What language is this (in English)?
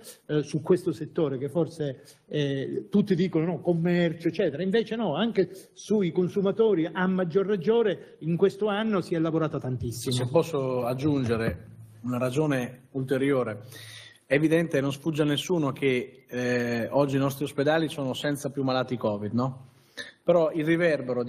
Italian